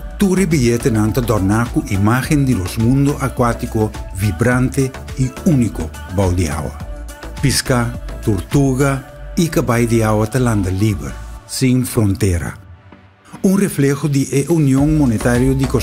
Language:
Papiamento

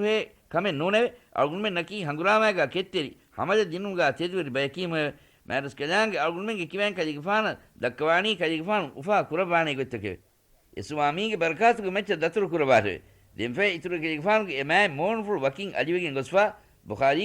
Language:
Divehi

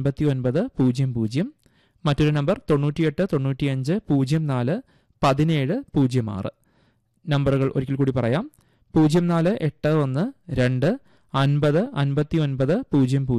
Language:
Malayalam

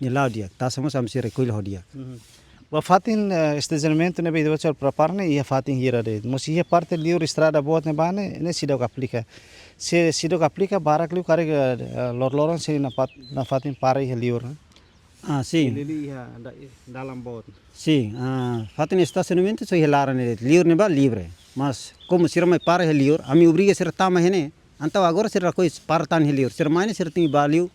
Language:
Tetum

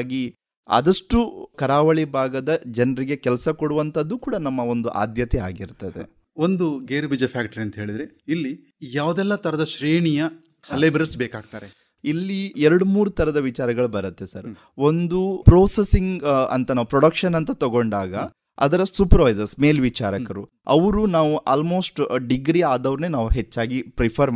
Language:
Kannada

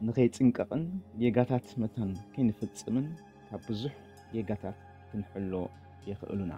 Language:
Tigrinya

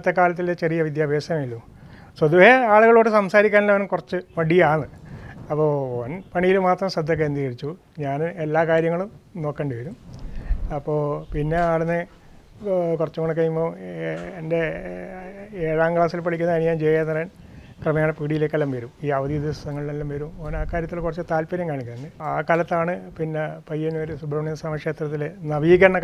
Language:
Malayalam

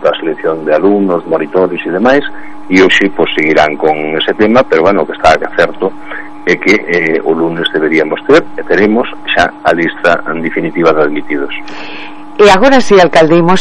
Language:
Galician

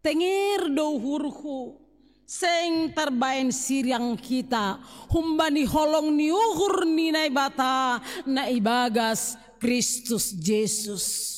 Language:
Batak Simalungun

